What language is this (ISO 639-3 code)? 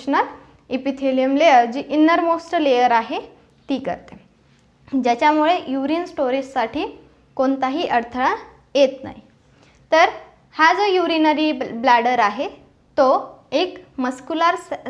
mar